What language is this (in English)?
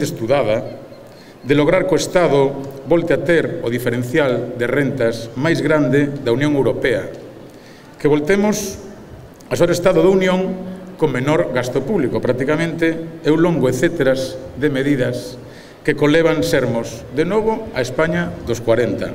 Galician